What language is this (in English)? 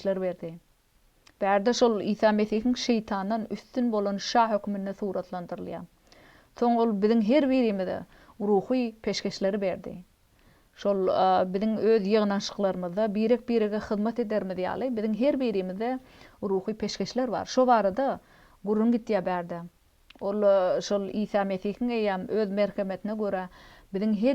Turkmen